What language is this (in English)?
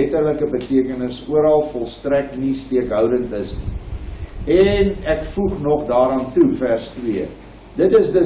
Afrikaans